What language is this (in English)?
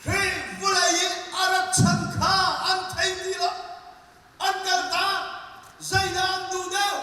Hakha Chin